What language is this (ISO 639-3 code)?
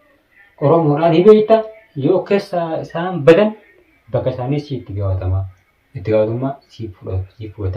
orm